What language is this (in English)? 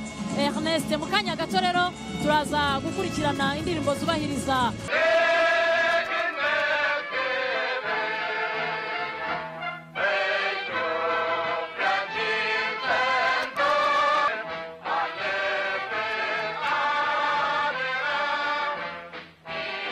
Kinyarwanda